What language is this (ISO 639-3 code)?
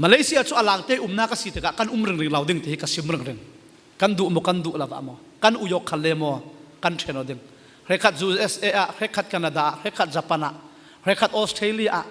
cfm